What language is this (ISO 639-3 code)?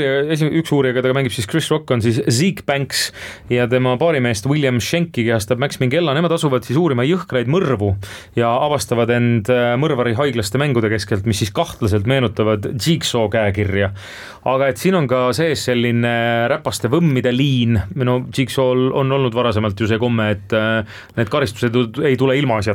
est